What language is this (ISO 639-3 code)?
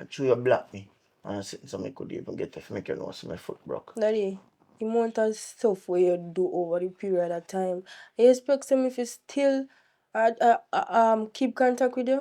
jam